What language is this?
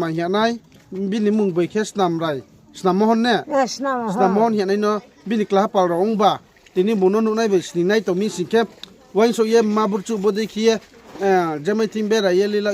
Riang (India)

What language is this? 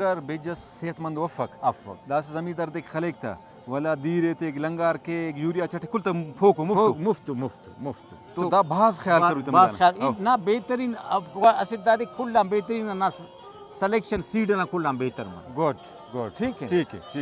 Brahui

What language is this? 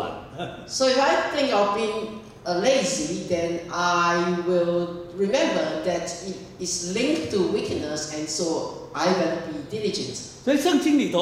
Chinese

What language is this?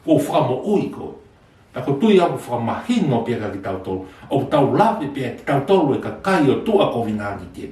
Tongan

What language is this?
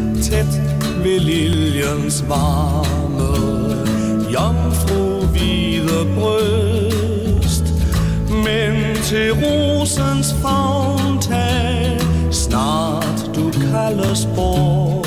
Danish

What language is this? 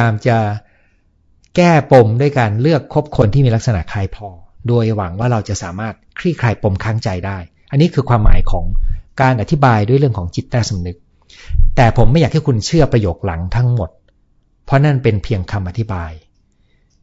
Thai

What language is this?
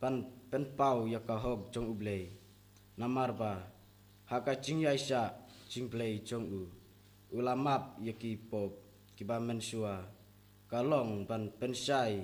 Khasi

